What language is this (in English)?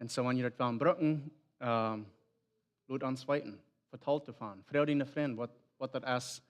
Plautdietsch